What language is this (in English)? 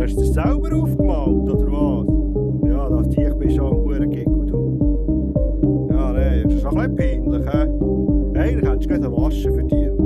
Swiss German